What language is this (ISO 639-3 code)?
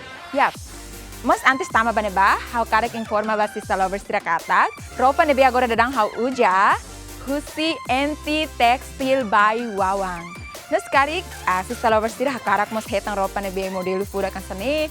tet